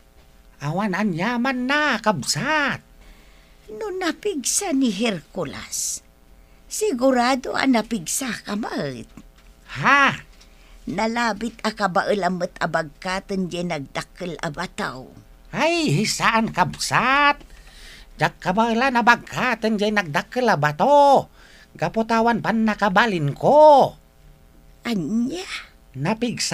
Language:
Iloko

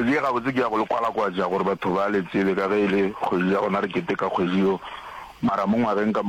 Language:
Northern Sotho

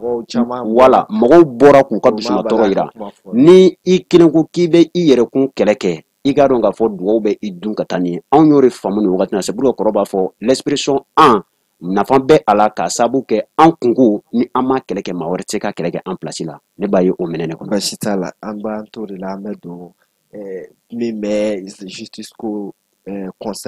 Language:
Bambara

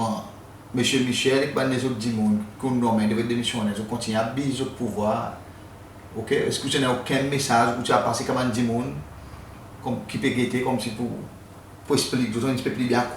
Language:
Seselwa Creole French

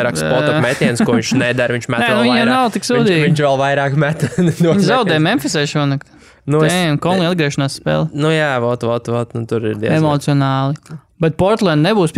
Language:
Latvian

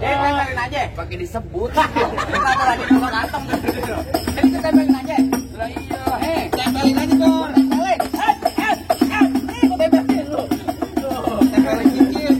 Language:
Betawi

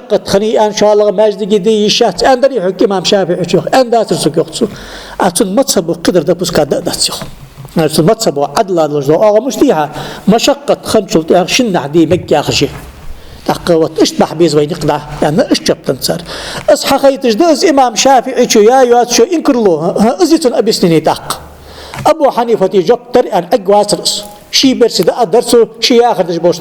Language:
Ingush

